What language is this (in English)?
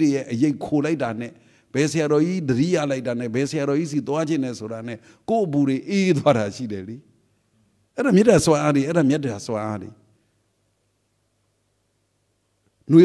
Burmese